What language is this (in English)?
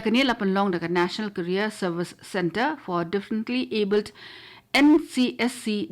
Khasi